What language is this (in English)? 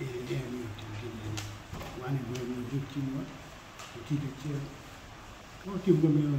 Acoli